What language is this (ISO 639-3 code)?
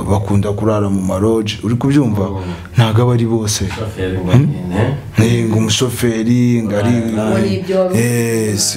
kin